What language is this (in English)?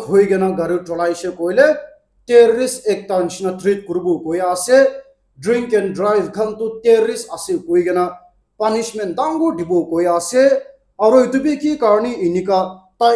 Naga Pidgin